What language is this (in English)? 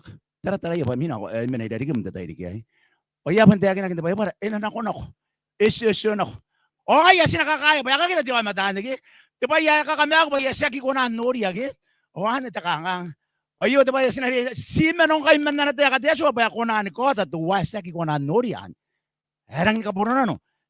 Gilbertese